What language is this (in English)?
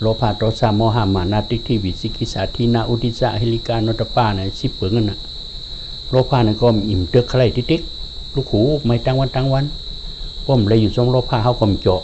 Shan